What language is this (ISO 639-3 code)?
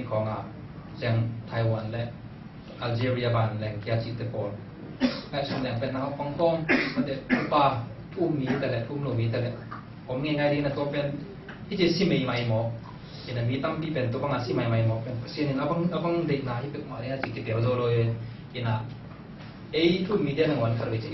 ctd